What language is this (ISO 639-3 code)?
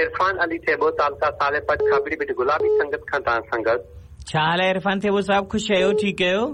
snd